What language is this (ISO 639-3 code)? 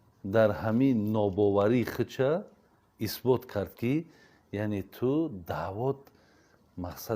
tgk